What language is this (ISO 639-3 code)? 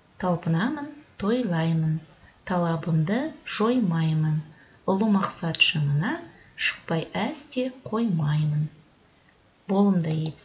kaz